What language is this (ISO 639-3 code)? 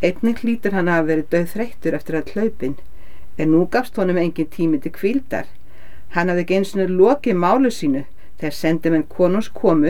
isl